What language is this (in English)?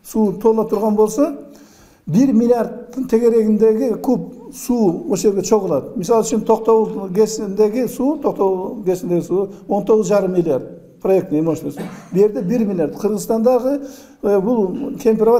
Kyrgyz